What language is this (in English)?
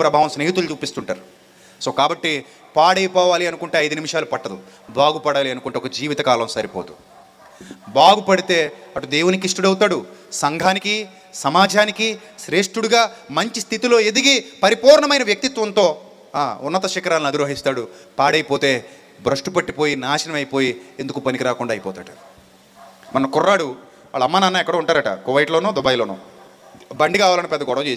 Telugu